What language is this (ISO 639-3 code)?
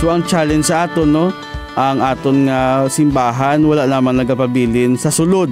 hil